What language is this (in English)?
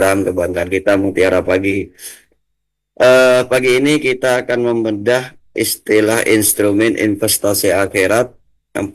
Indonesian